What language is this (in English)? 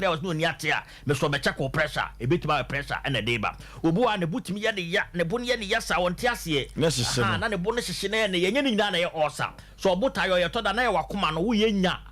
Akan